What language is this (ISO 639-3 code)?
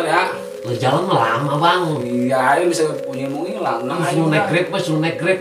bew